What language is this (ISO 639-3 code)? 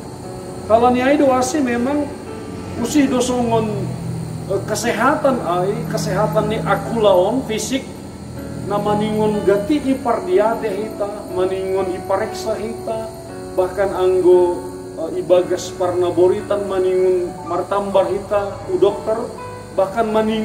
bts